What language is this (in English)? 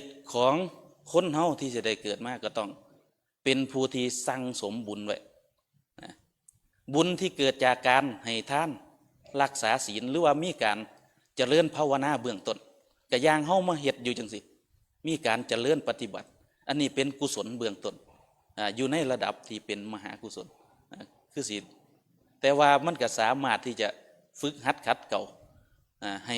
Northeastern Thai